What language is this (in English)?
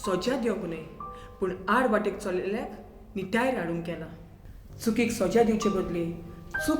Konkani